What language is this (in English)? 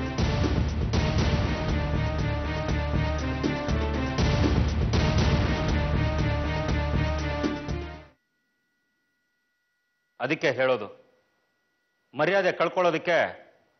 Kannada